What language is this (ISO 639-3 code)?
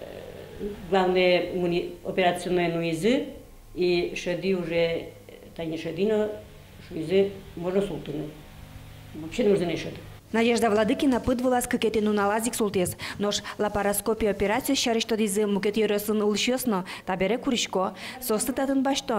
udm